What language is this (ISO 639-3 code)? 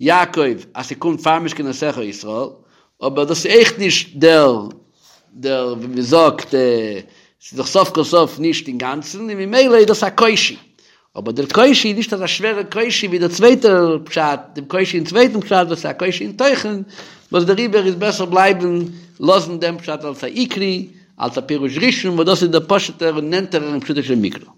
yid